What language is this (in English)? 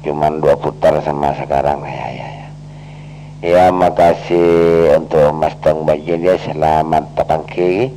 Madurese